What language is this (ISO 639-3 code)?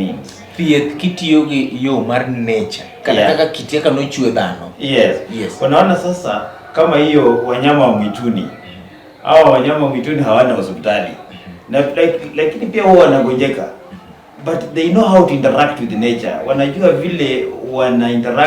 luo